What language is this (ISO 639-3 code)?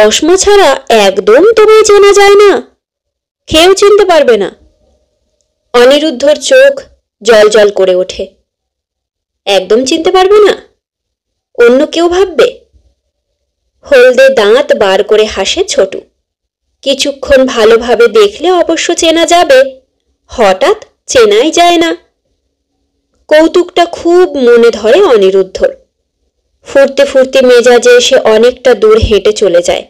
ben